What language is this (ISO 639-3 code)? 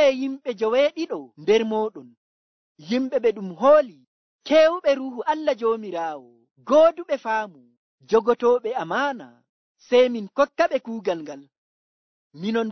fuv